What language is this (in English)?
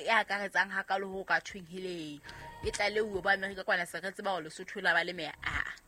Southern Sotho